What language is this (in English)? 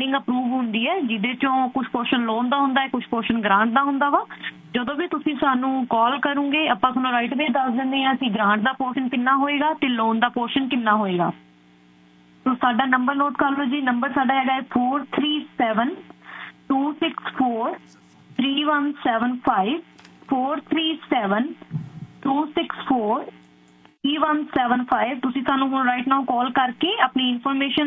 Punjabi